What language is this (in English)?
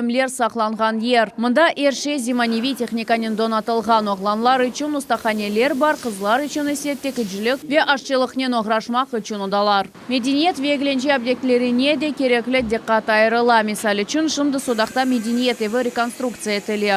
Crimean Tatar